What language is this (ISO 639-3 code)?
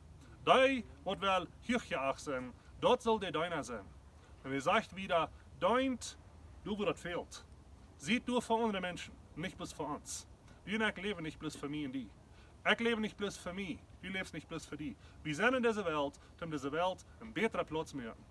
pdt